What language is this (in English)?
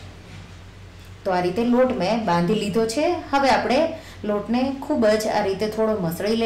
Gujarati